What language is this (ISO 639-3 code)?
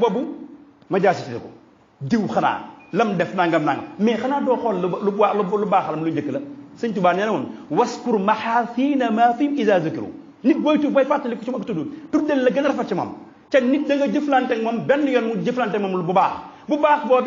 wol